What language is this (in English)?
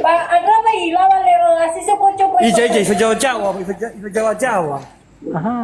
Nias